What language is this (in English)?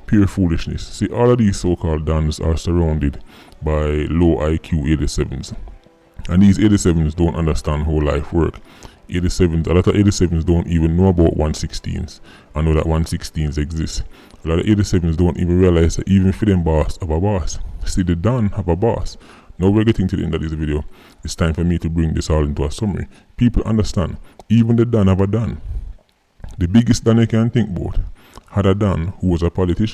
Jamaican Creole English